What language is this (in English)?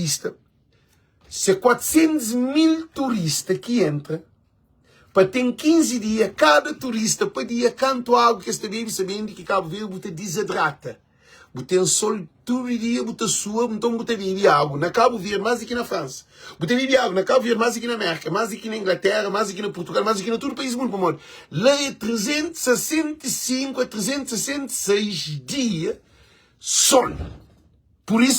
Kabuverdianu